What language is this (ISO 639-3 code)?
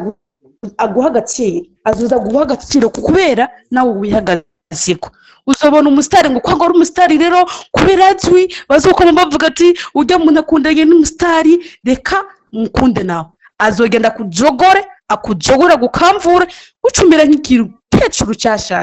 run